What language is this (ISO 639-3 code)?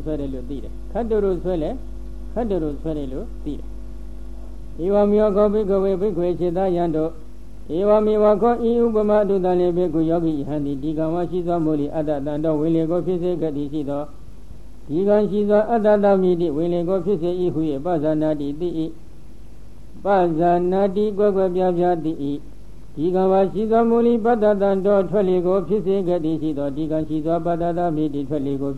mya